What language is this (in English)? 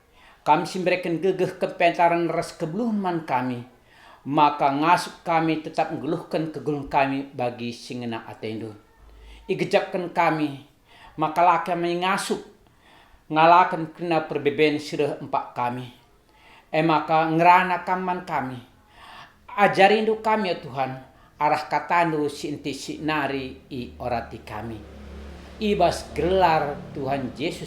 Batak Karo